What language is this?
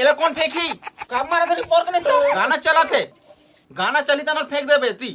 Chhattisgarhi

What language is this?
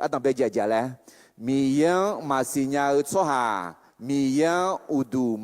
Akha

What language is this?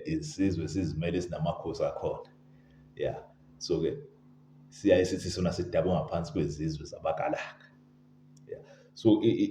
Zulu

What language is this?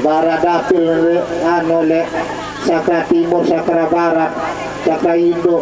Sasak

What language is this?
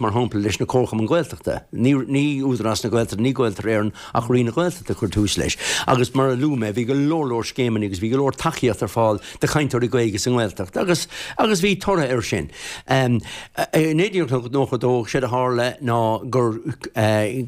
Irish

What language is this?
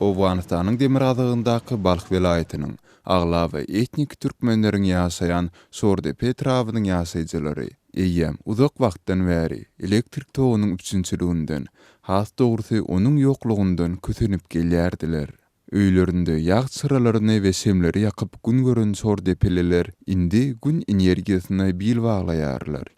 Turkmen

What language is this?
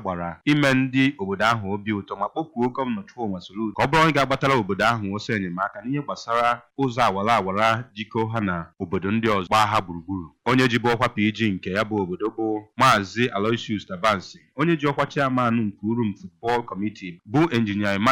Igbo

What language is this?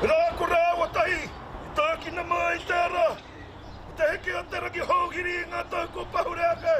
Māori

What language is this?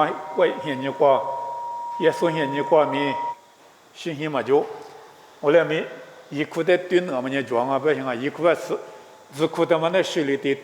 Lisu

